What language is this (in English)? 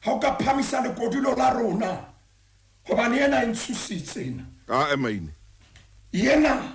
Southern Sotho